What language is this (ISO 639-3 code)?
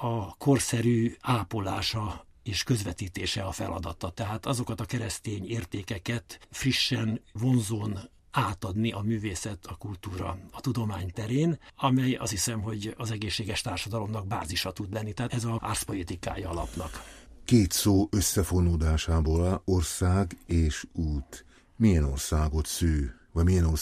hun